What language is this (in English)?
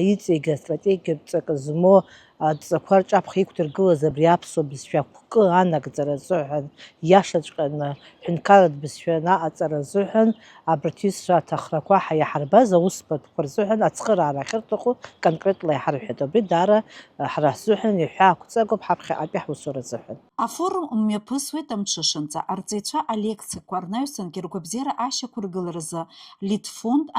Abkhazian